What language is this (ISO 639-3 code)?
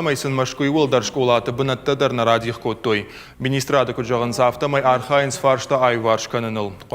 oss